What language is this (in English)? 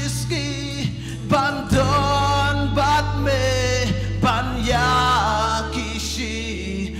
Khasi